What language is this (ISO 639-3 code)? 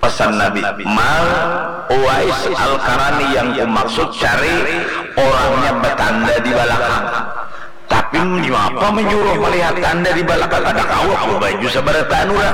bjn